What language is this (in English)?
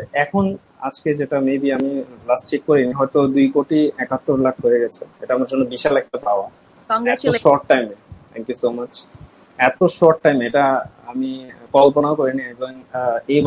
Bangla